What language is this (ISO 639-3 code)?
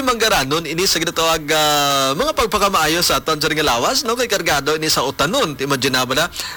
hil